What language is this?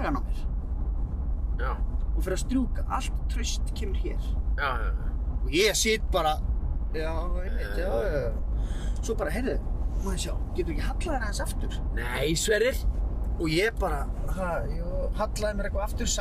Icelandic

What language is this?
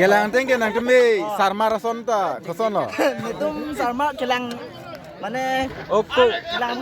Karbi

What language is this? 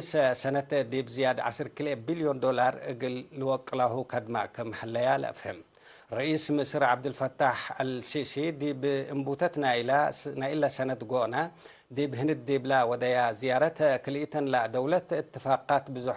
Tigre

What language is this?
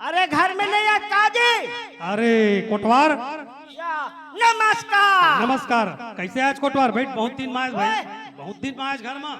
Chhattisgarhi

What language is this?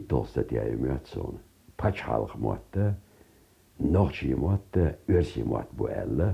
Chechen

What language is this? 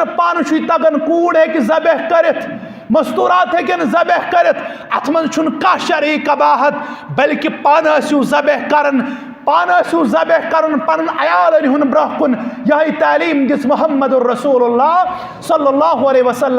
Kashmiri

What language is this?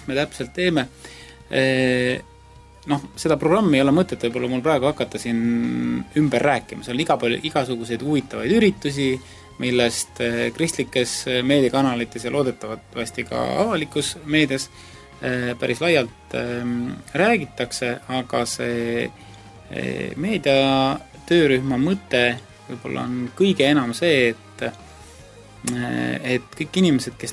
Estonian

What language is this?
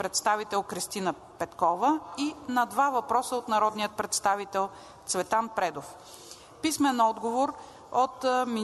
Bulgarian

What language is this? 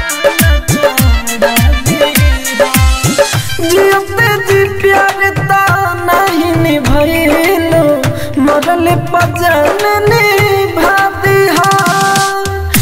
Bhojpuri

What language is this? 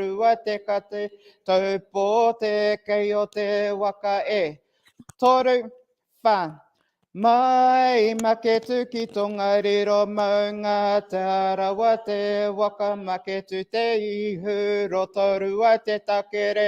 Māori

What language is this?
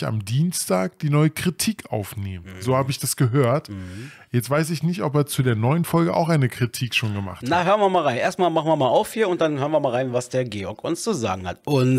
German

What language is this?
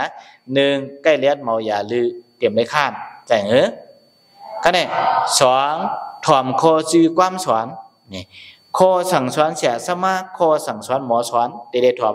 Shan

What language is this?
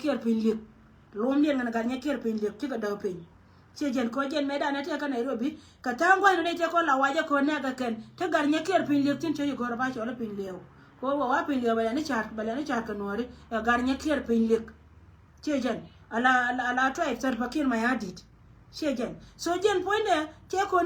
Nuer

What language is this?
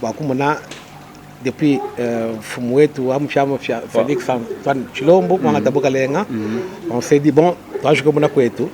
Luba-Lulua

